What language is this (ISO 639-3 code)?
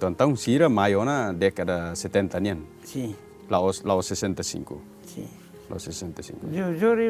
tet